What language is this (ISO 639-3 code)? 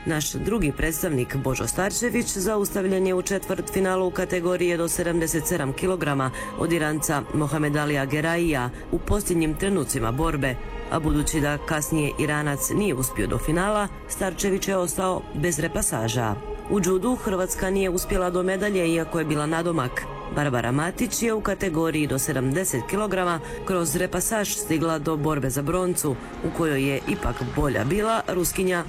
hrv